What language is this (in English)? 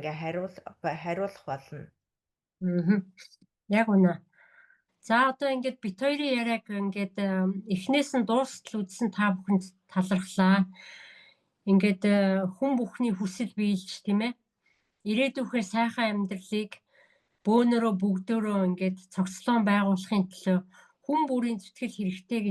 Mongolian